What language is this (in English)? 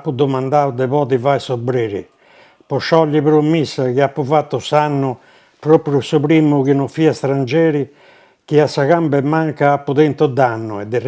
Sardinian